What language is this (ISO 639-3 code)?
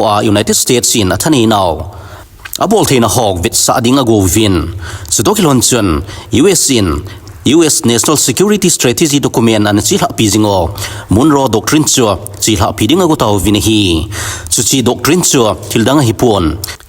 tcz